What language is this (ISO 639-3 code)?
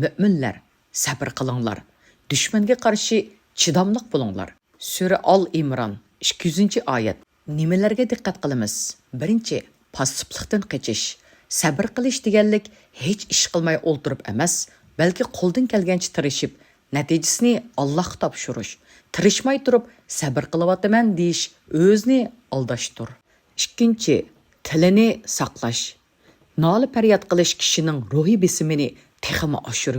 uig